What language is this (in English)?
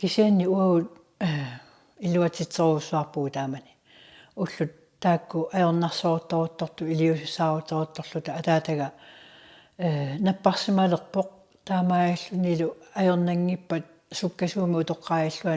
Kalaallisut